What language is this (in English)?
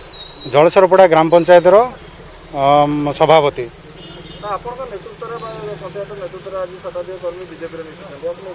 Odia